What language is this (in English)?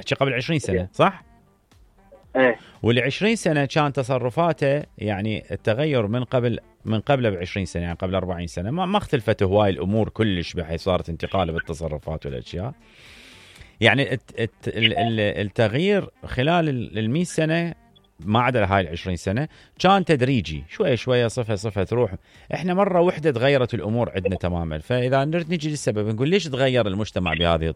Mesopotamian Arabic